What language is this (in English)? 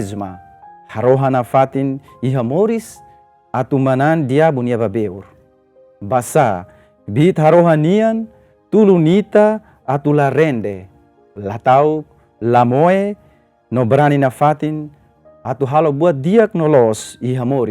Tetum